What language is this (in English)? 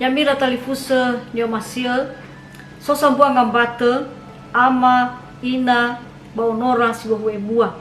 Nias